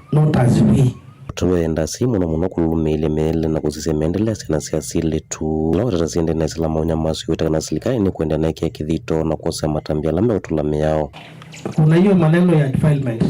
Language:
Kamba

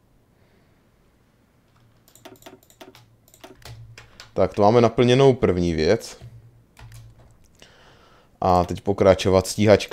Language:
Czech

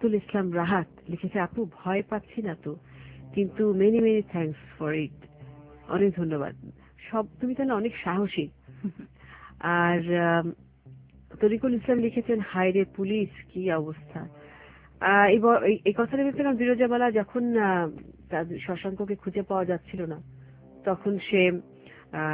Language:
Bangla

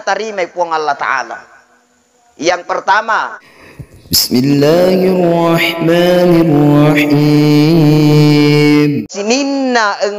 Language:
Buginese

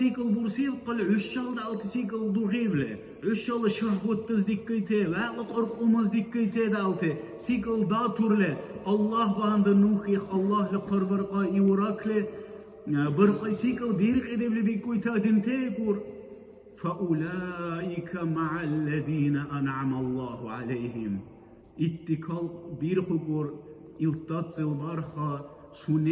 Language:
Dargwa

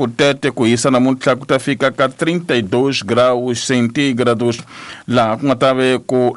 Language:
Tsonga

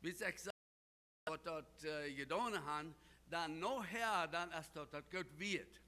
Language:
Plautdietsch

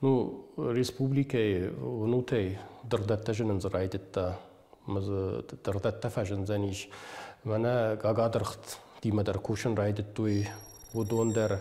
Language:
Ossetic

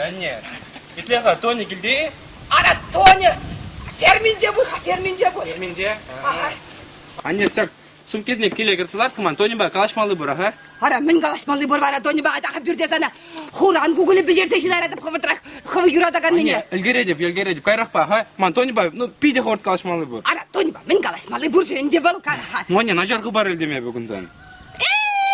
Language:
Chuvash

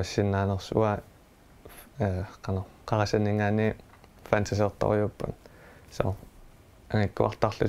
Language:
Kalaallisut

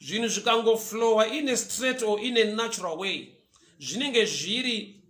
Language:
Shona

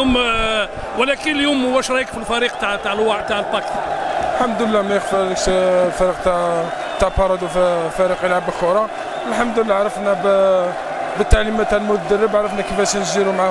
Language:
Algerian Arabic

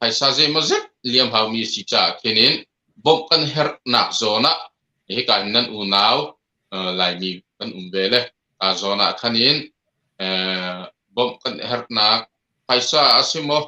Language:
Hakha Chin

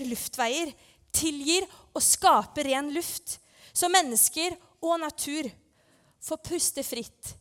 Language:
Norwegian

